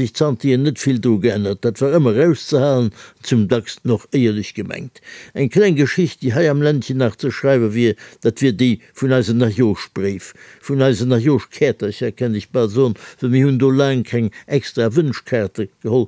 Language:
Luxembourgish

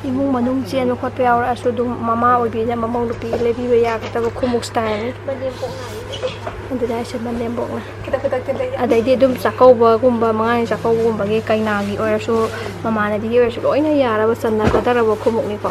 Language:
Manipuri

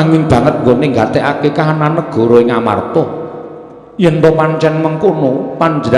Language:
Javanese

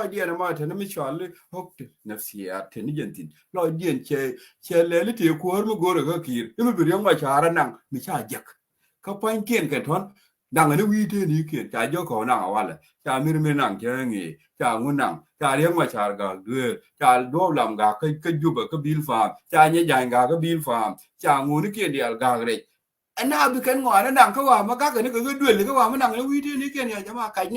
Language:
Nuer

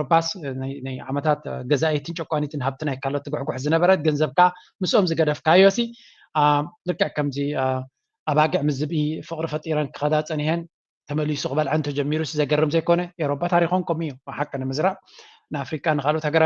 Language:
Tigrinya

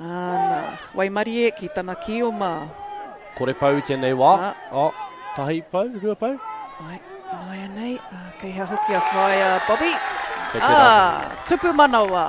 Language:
Māori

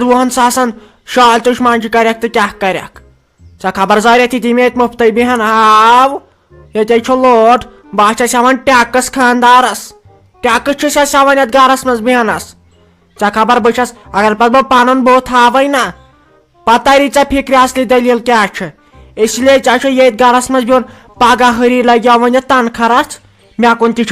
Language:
Kashmiri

